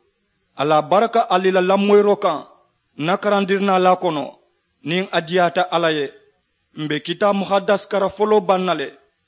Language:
Mandingo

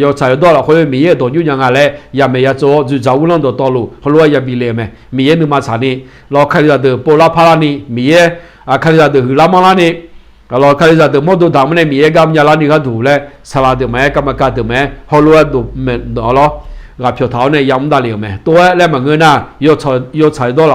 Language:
Akha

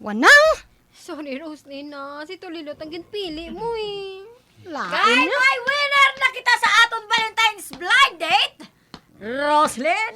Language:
Hiligaynon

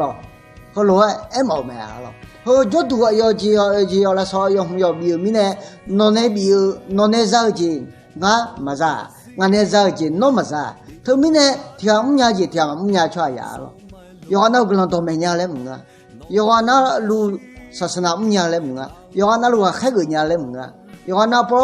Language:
Akha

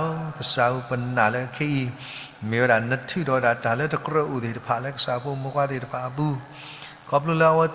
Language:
S'gaw Karen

